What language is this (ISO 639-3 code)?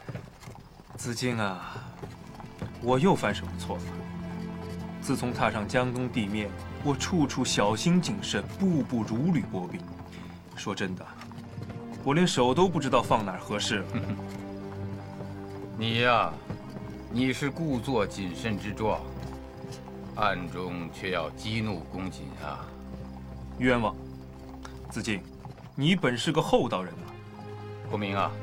zho